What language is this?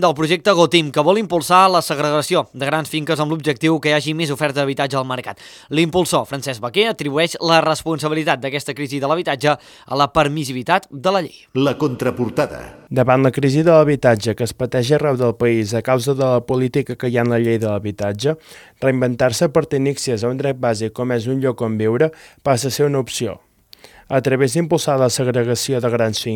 Catalan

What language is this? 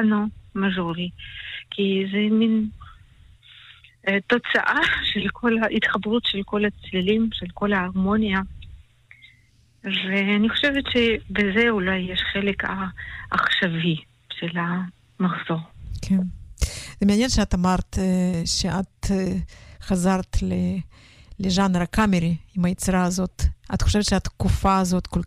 Hebrew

